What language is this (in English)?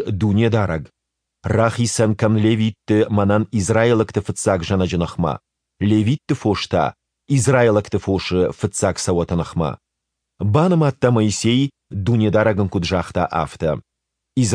Ossetic